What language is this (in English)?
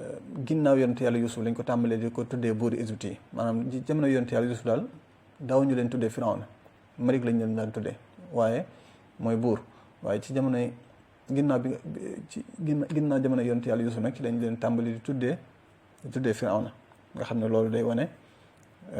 Wolof